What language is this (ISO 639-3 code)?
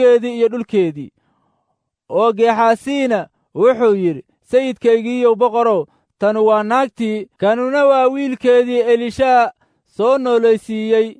som